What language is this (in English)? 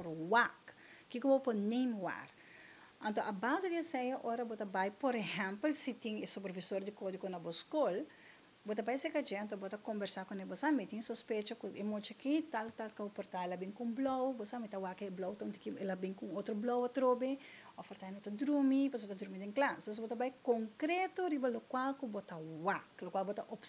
Papiamento